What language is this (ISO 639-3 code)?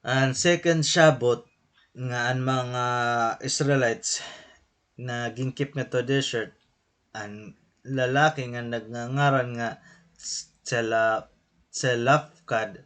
war